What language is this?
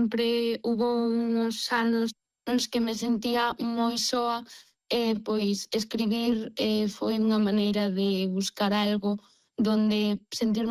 Galician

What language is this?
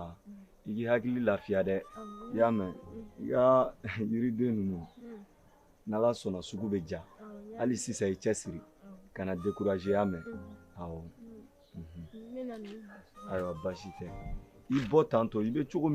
Bambara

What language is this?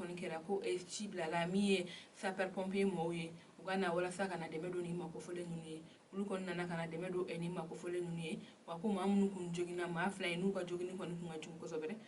Bambara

